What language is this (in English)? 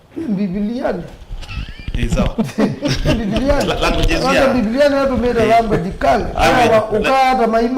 Kamba